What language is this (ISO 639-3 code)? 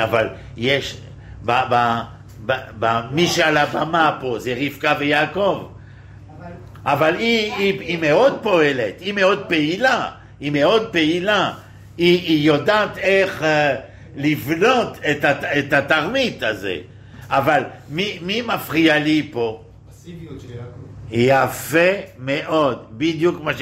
heb